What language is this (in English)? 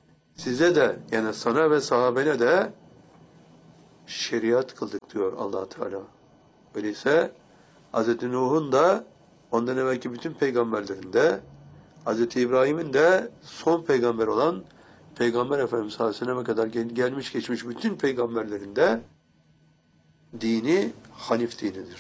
Turkish